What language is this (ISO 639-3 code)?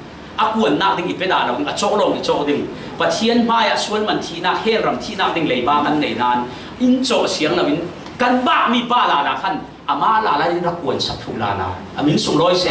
cfm